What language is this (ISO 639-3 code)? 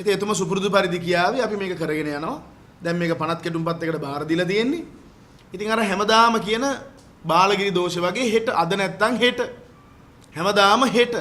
sin